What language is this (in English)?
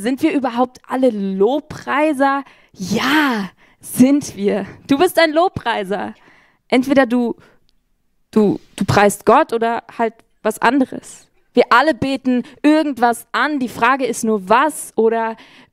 Swiss German